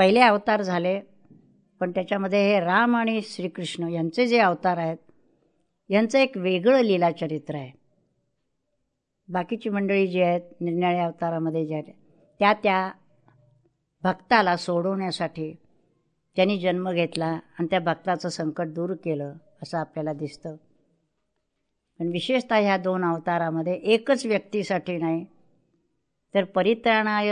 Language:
Marathi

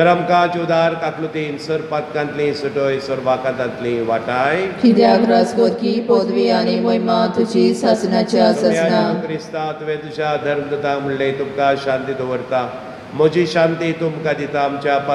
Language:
Konkani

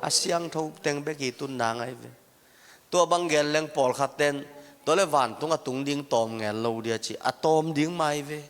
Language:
Tedim Chin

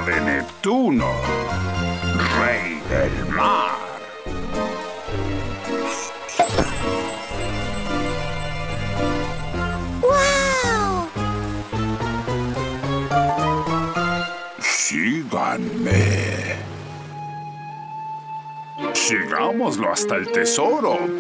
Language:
Spanish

